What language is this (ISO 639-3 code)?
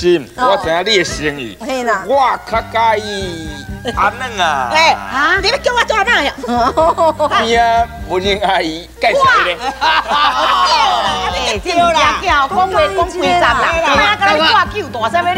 zho